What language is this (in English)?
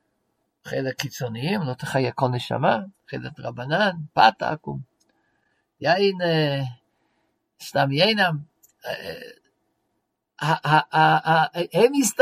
Hebrew